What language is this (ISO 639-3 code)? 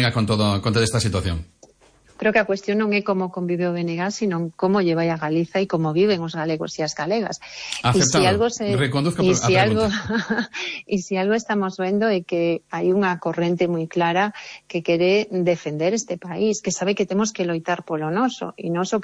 glg